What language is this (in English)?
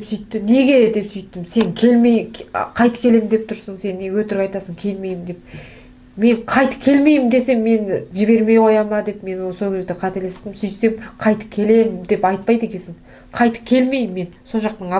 Kazakh